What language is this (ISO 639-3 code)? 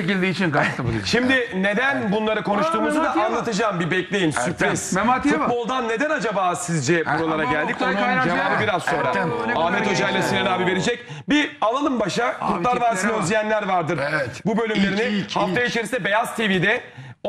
tur